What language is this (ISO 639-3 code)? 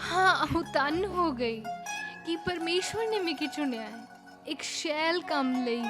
doi